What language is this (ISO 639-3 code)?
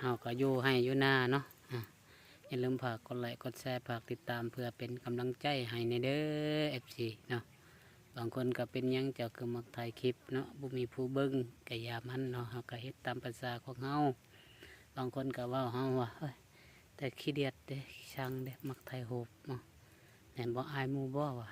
lao